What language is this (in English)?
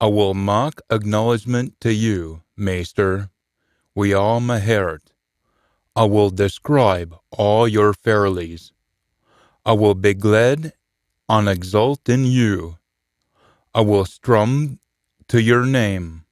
Scots